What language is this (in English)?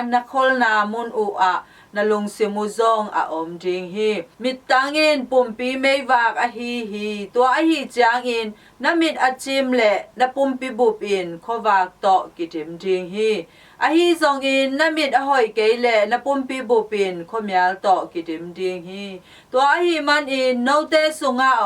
Tedim Chin